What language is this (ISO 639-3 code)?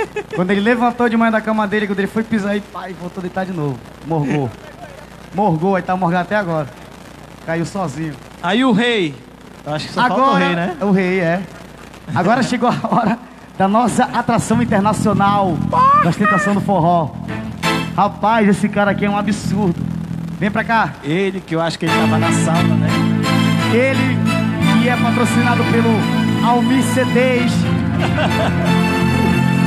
por